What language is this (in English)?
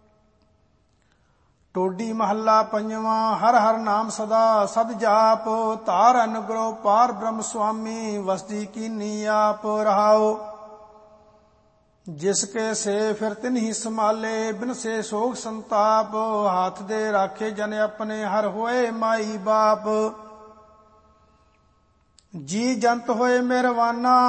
Punjabi